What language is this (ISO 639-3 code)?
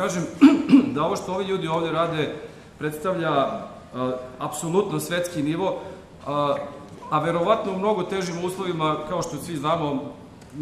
srp